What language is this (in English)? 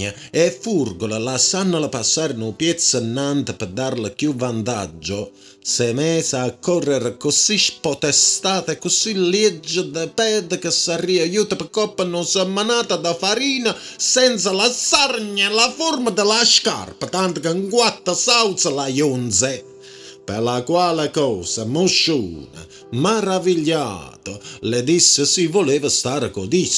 Neapolitan